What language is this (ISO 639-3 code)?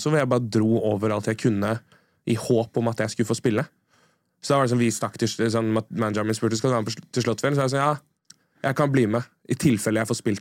nor